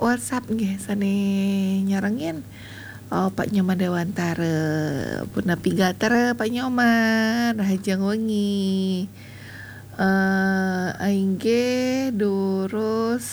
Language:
Balinese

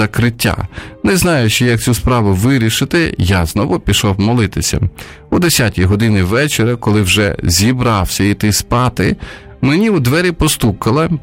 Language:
Ukrainian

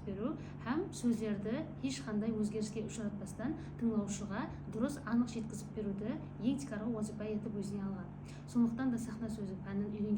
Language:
Kara-Kalpak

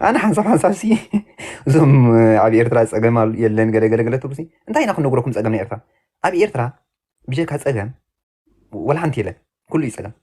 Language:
Tigrinya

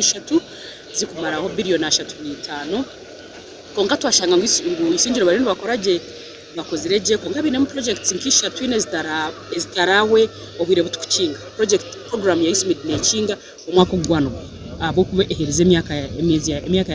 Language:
Nyankole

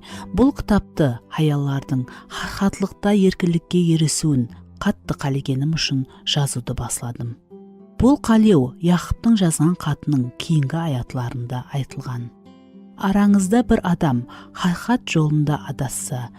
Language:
Kara-Kalpak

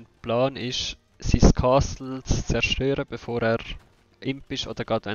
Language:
Swiss German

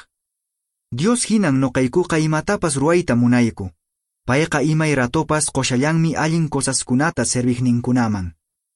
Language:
Quechua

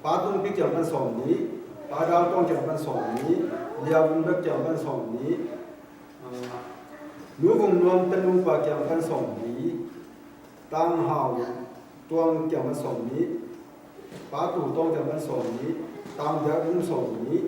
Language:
Tedim Chin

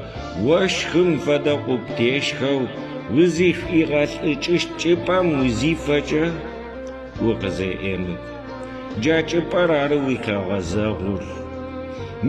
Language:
Adyghe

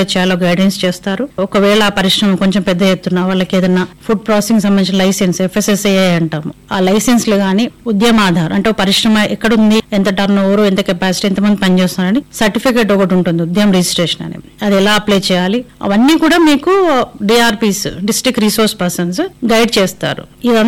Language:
Telugu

